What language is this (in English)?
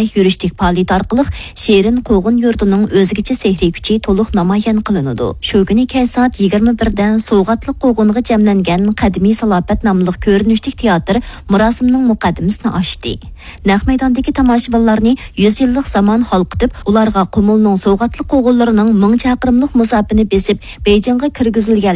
Uyghur